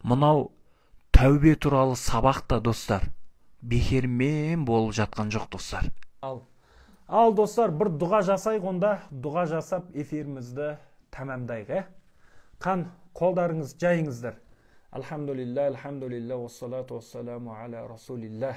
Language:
Kazakh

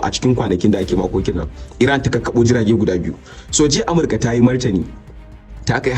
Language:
Hausa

